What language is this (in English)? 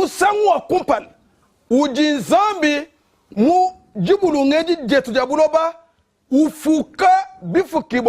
Luba-Lulua